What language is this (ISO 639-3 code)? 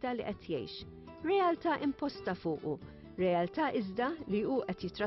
mlt